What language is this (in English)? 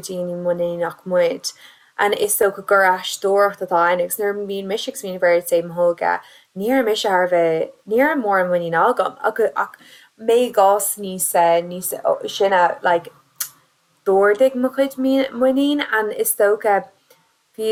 Irish